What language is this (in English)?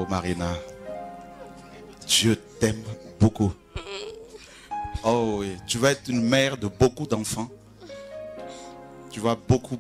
French